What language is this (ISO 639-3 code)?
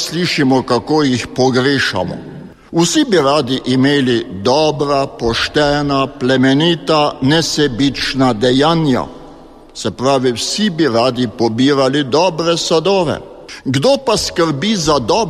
slv